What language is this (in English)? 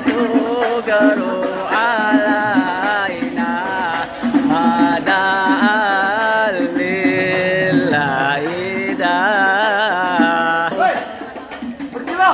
Betawi